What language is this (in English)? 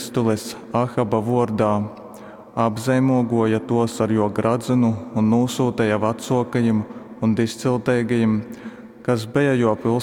Latgalian